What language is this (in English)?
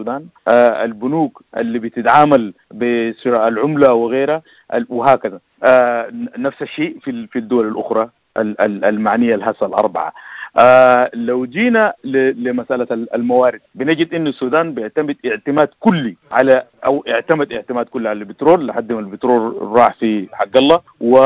Sudanese Arabic